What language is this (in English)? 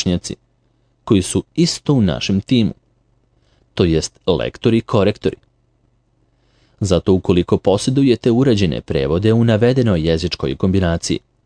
Serbian